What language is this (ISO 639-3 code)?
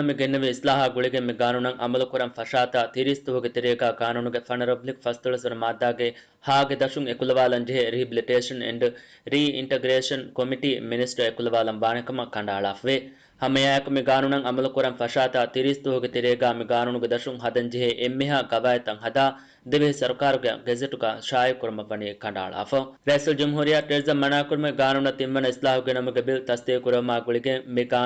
div